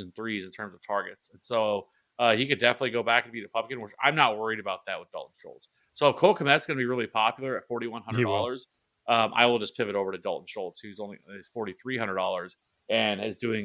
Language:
English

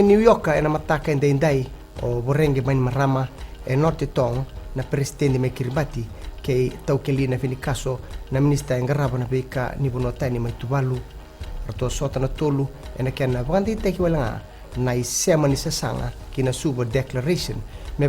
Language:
Fijian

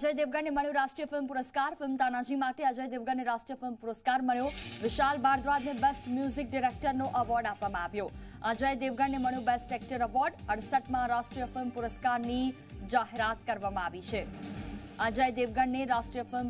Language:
Gujarati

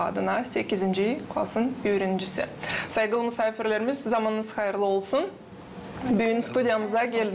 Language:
Gagauz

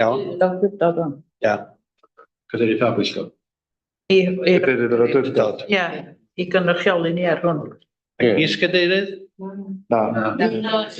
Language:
Welsh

